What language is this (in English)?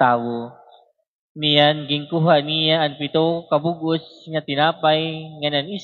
Waray